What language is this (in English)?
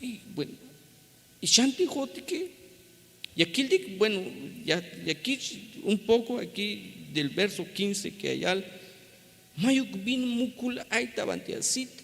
Tzeltal